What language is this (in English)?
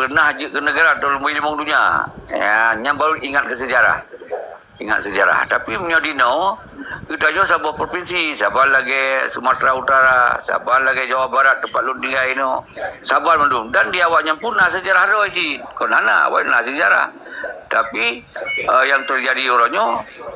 Achinese